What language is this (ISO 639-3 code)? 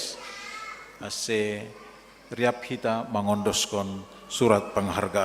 bts